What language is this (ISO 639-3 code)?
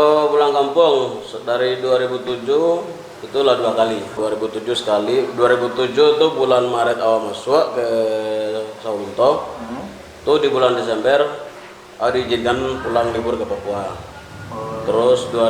min